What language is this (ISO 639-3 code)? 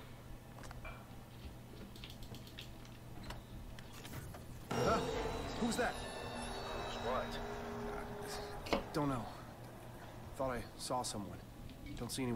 slk